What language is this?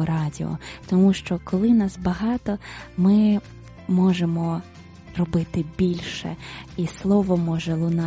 Ukrainian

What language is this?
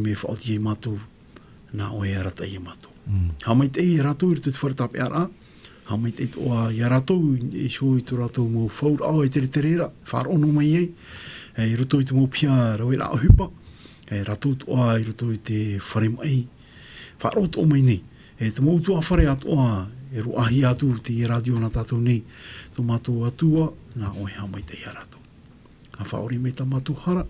Tahitian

